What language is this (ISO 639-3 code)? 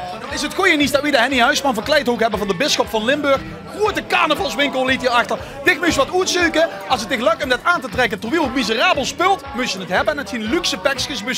lim